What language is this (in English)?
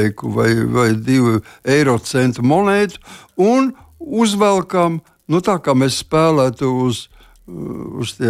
Latvian